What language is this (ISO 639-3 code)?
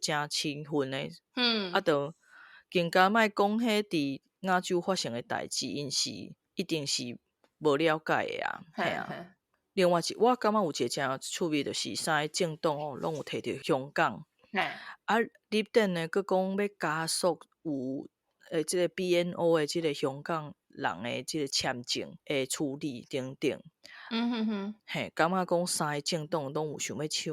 nan